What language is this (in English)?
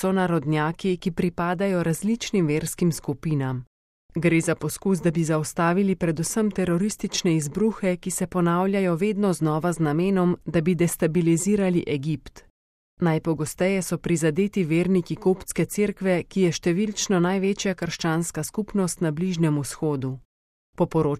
Slovenian